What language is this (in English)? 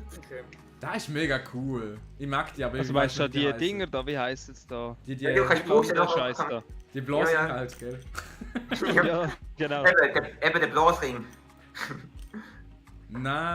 Swiss German